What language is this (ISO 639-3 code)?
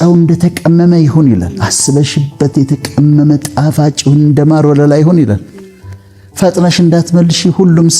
amh